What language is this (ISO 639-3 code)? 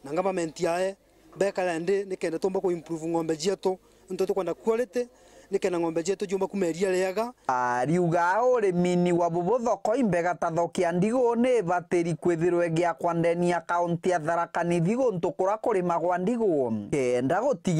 mer